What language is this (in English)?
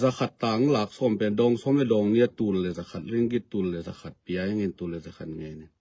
Tedim Chin